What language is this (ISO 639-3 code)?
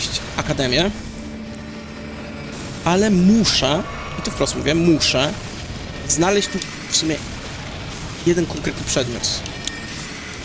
pol